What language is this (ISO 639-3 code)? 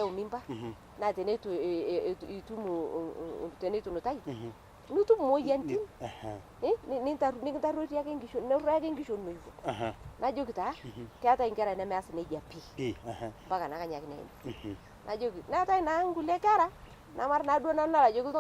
mas